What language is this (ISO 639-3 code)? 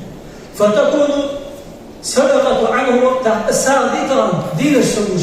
inh